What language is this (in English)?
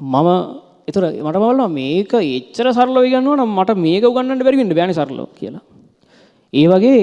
Sinhala